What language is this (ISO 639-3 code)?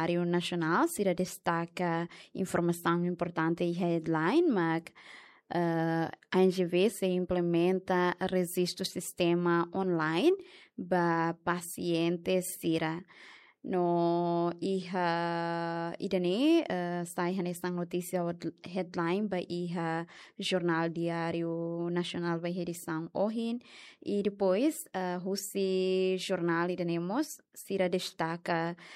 tet